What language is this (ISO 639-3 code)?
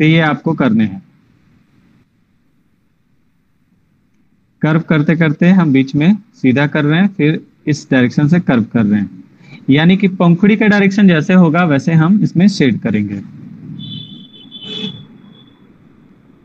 hin